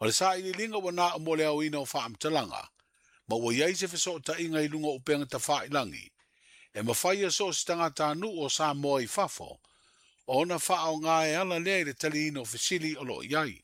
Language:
Samoan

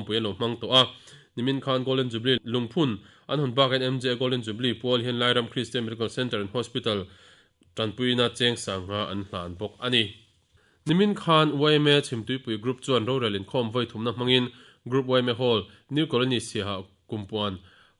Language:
Mizo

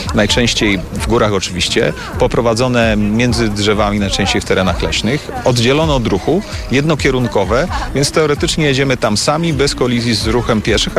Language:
Polish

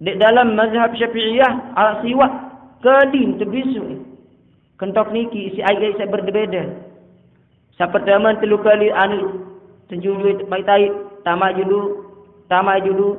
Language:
Sasak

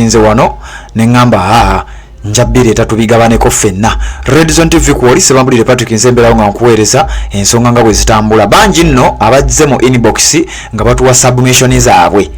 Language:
Ganda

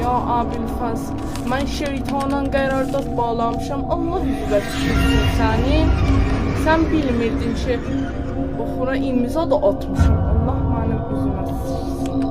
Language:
South Azerbaijani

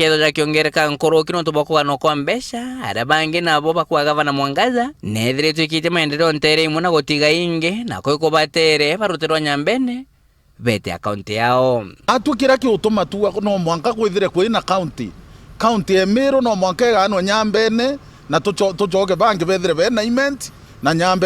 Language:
Meru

